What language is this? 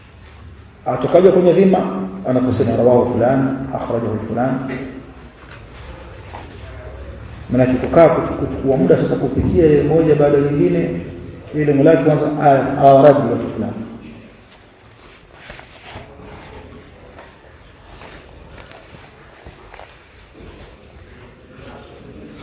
Swahili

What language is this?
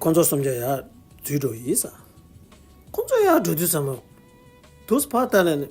Tibetan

